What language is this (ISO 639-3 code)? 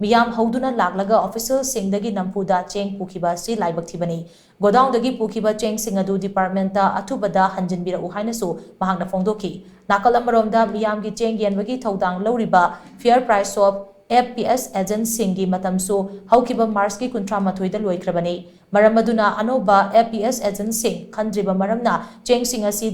mni